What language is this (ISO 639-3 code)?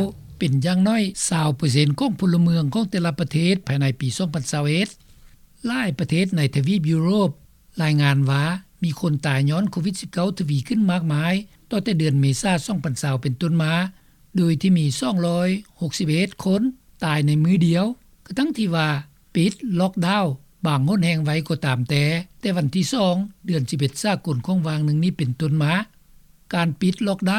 lao